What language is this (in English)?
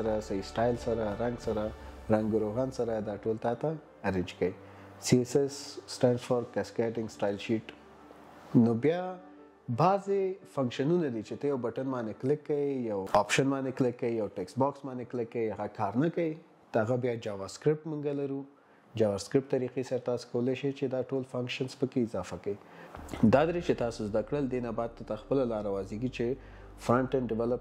Pashto